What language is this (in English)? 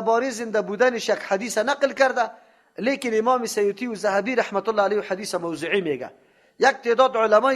Persian